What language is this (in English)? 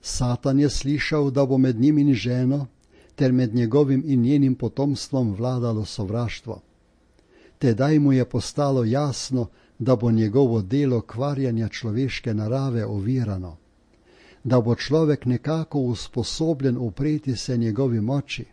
Slovenian